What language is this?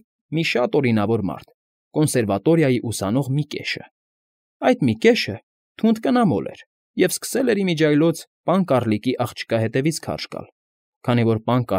Armenian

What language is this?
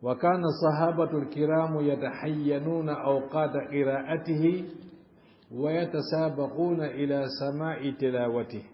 Fula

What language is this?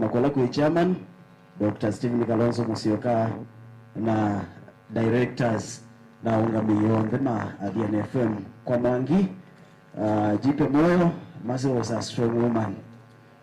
Kamba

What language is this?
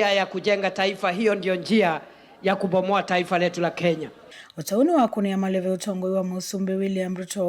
Kamba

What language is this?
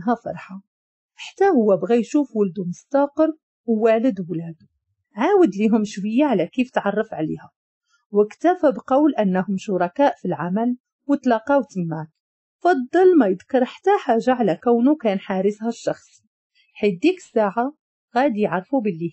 Moroccan Arabic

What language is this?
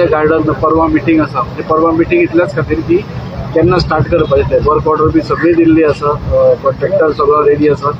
Konkani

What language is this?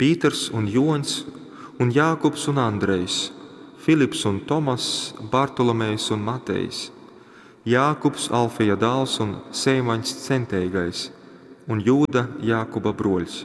Latgalian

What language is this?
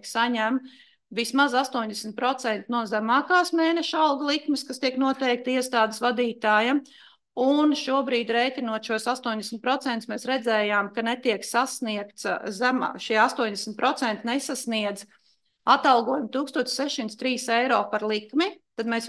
Latvian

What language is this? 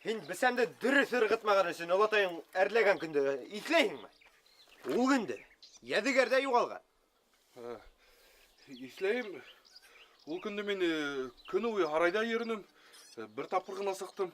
Bashkir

